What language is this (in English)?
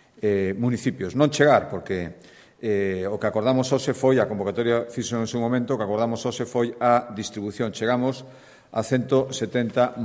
Galician